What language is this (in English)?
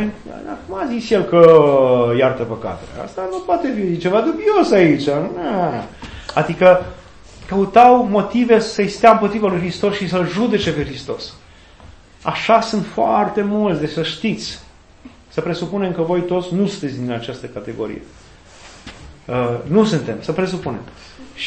Romanian